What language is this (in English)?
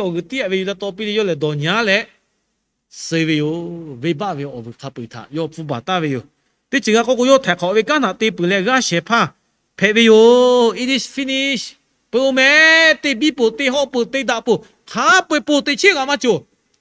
Lahu